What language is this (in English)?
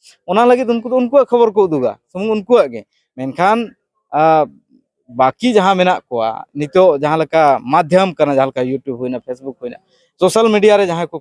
Santali